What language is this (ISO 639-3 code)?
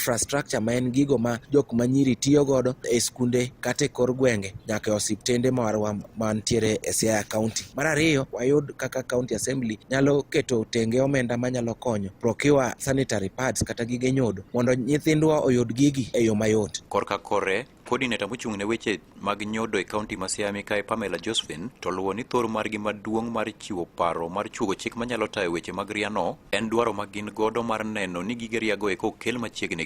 luo